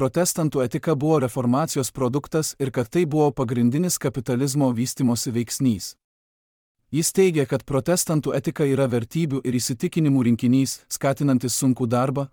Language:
Lithuanian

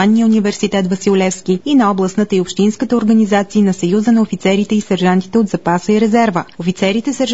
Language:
Bulgarian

